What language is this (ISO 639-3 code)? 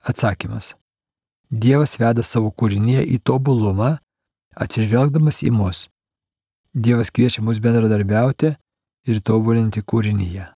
lit